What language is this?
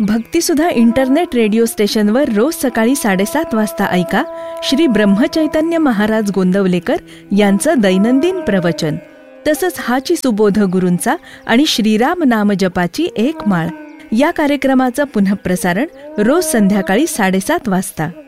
Marathi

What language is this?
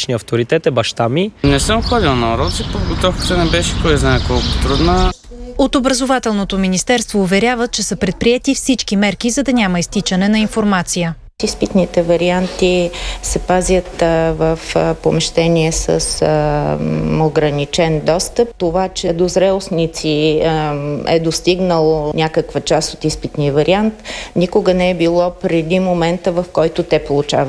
Bulgarian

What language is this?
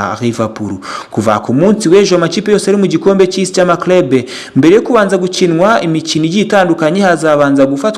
Kinyarwanda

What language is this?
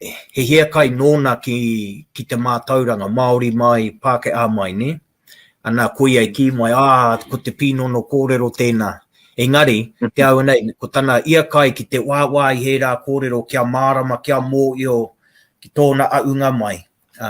Māori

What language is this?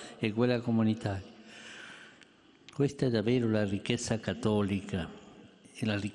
Italian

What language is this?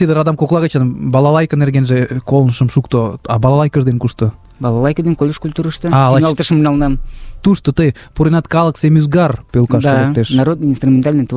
Mari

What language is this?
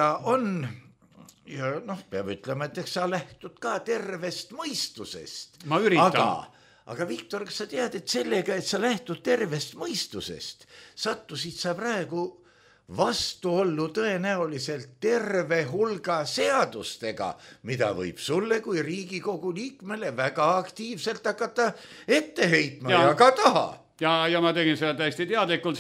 Estonian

